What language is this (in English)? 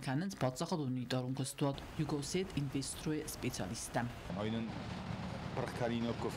Ossetic